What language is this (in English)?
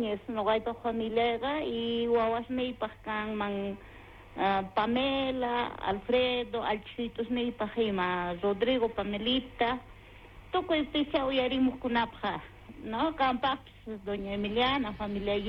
South Bolivian Quechua